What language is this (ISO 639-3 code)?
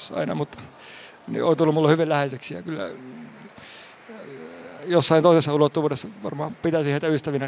fin